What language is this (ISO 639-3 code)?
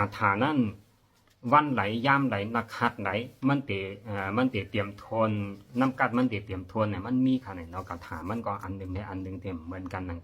shn